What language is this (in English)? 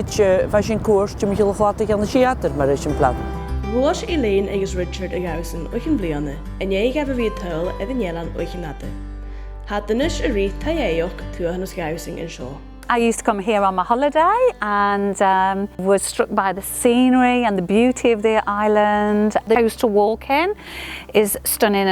Scottish Gaelic